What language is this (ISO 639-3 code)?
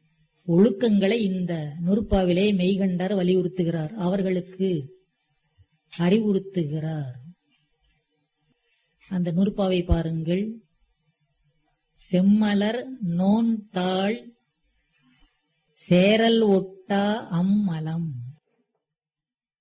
tam